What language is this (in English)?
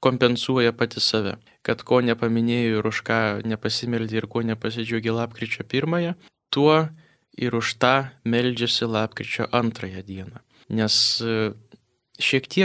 Lithuanian